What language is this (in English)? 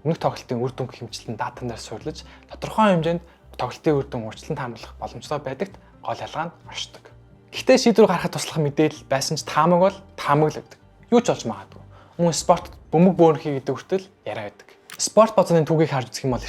Mongolian